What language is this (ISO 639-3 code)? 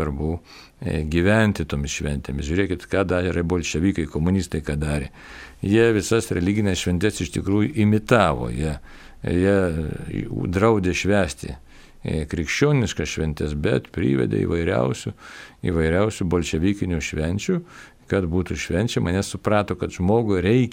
lit